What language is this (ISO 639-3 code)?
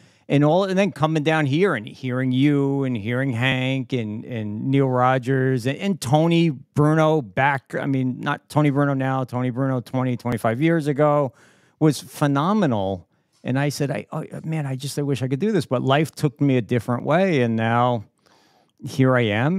eng